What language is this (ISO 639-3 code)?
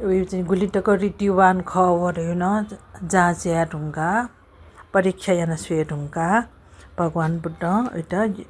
new